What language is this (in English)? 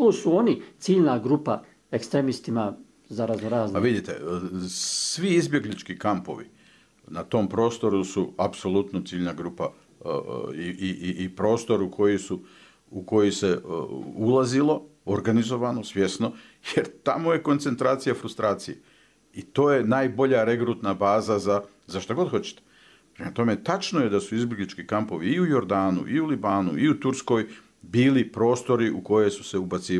Bosnian